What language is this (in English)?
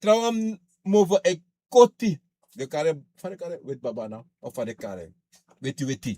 Sranan Tongo